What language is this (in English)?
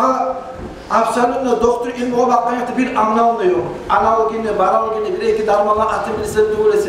Kumyk